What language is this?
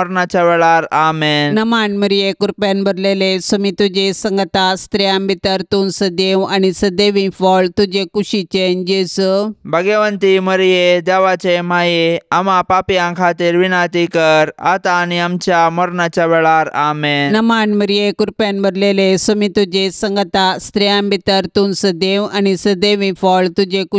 Konkani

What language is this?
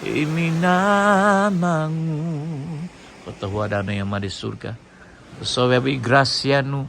Central Dusun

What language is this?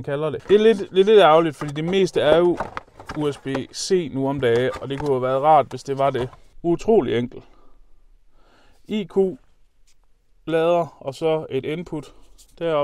Danish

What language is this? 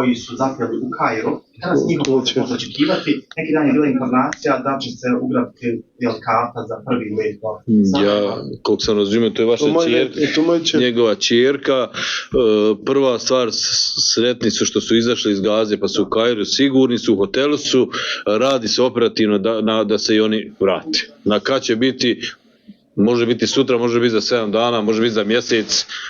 Bosnian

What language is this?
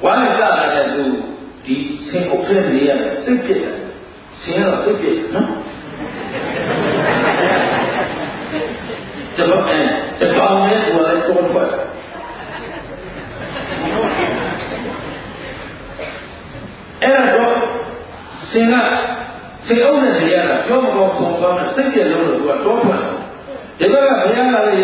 Burmese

